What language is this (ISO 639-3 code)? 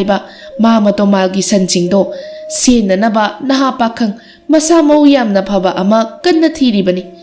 mni